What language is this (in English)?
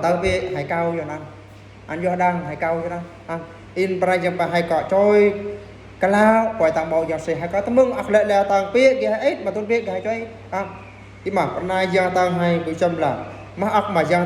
Eastern Bru